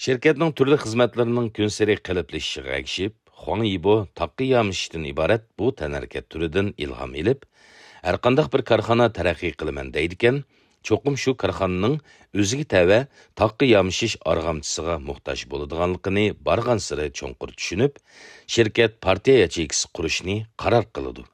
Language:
Uyghur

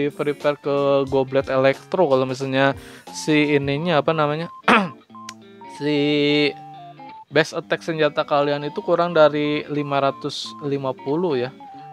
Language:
Indonesian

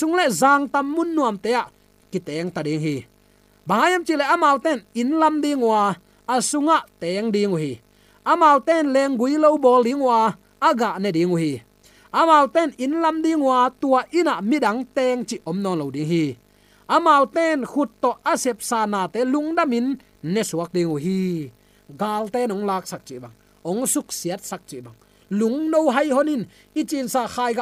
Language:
Tedim Chin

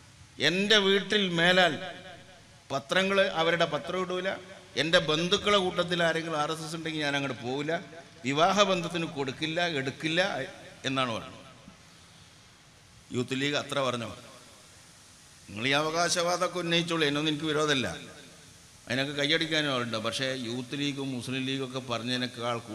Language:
Malayalam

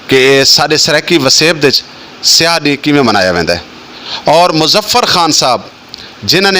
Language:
Saraiki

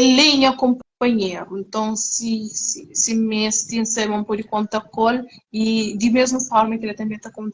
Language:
Kabuverdianu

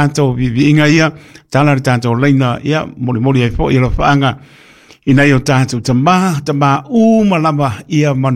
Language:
Samoan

